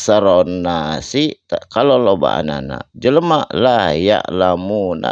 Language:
Sundanese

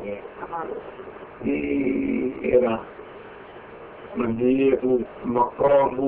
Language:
Burmese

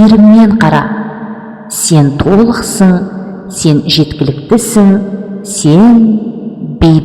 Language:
Kazakh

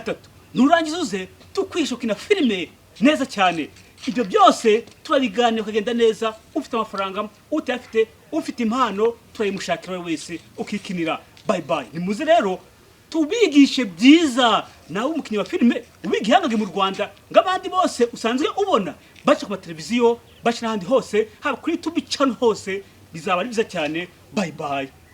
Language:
Kinyarwanda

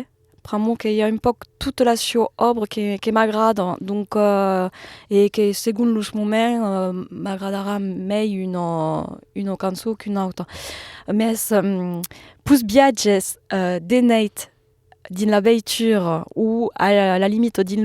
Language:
Occitan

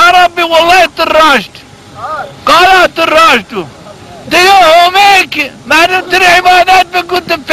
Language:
Zaza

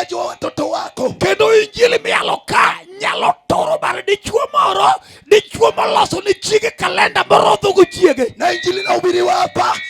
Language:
Luo (Kenya and Tanzania)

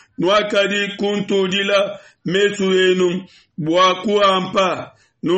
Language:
Luba-Lulua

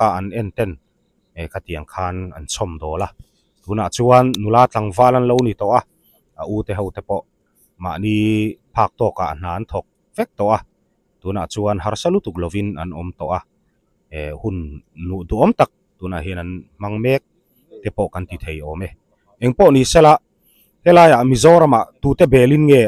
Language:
Mizo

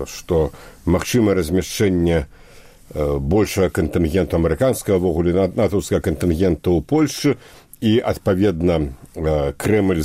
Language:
Belarusian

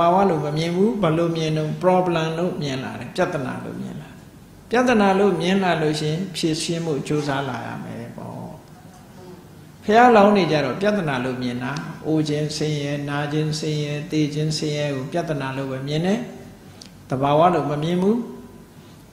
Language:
Burmese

